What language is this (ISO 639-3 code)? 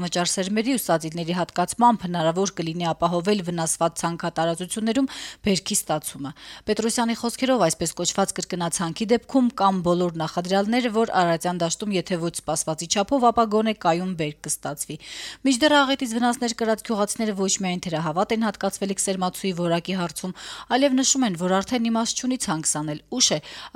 hye